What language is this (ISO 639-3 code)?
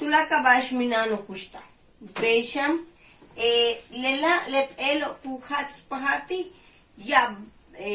yua